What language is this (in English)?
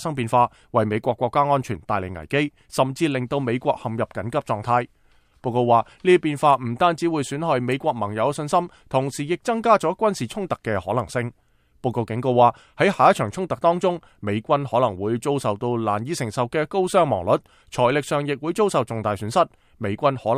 Cantonese